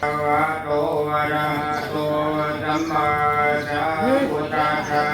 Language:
Pali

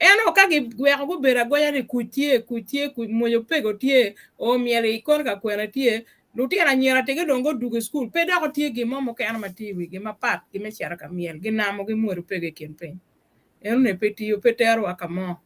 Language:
Acoli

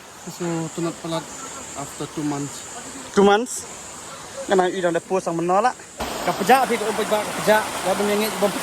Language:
Khasi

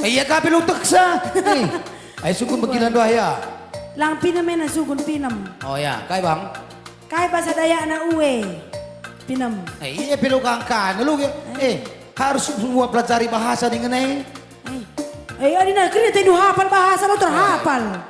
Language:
Batak Karo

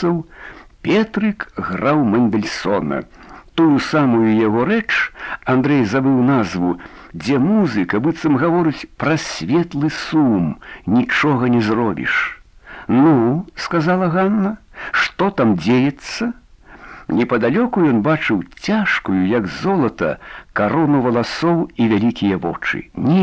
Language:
Belarusian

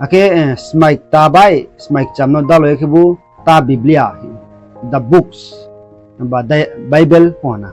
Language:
Riang (India)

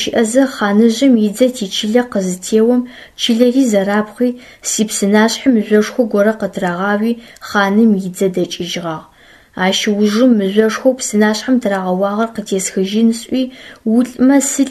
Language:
Adyghe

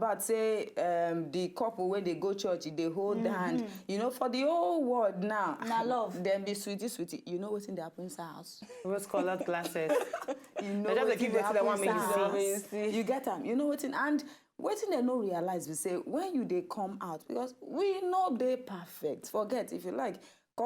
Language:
Nigerian Pidgin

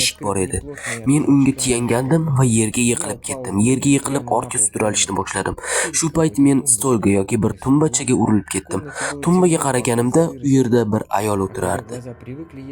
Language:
Uzbek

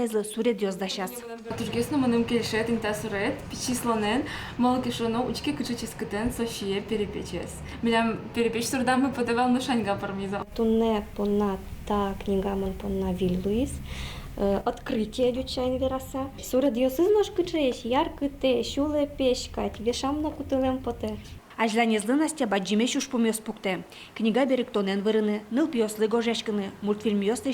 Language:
Udmurt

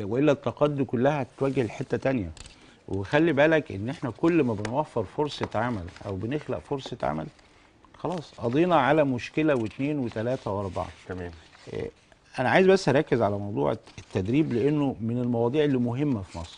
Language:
Egyptian Arabic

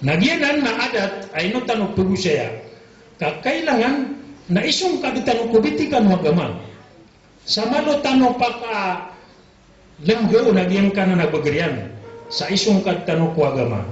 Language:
Maranao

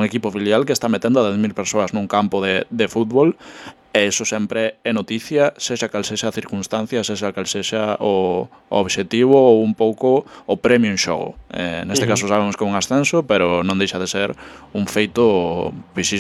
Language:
Galician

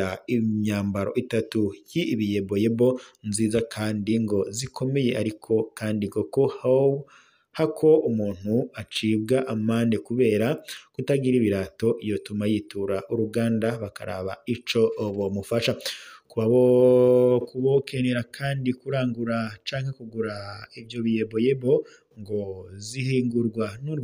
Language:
Rundi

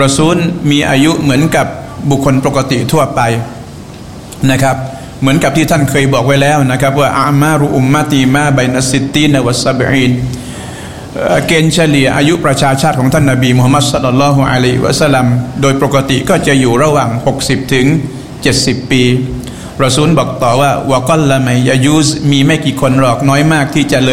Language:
Thai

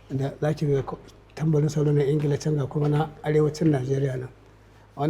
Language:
Hausa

